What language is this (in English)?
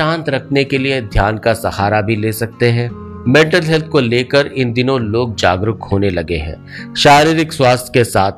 Hindi